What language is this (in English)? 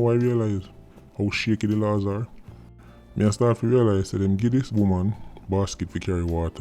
Jamaican Creole English